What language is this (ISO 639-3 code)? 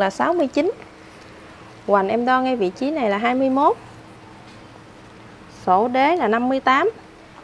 vie